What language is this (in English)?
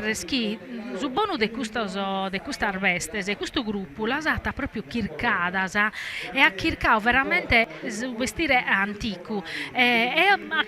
Sardinian